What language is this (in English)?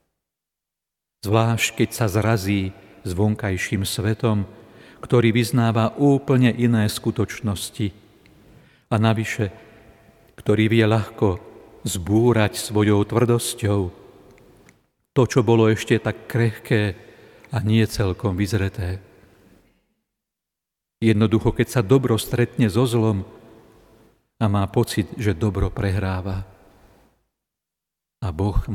Slovak